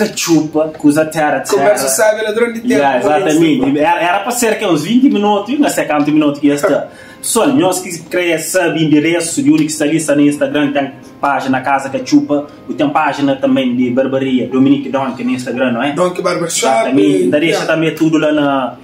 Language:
Kabuverdianu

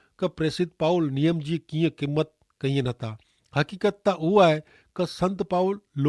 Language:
Kachhi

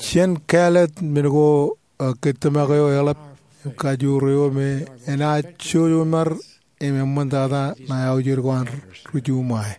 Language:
Marshallese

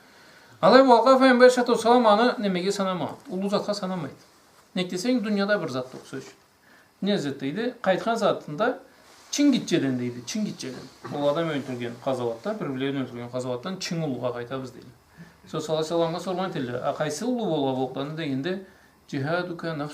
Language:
Karachay-Balkar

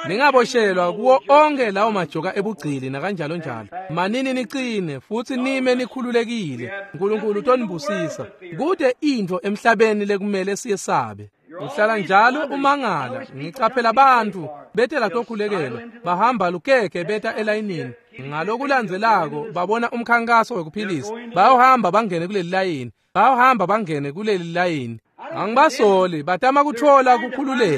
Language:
Swati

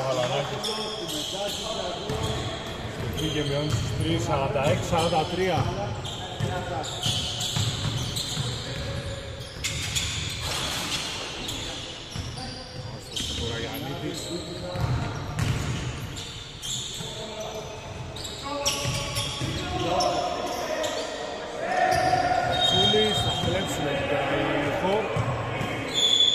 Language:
Greek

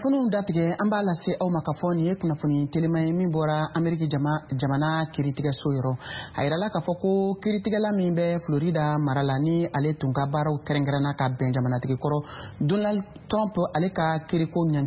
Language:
Bambara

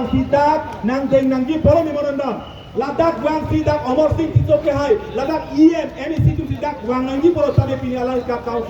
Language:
Karbi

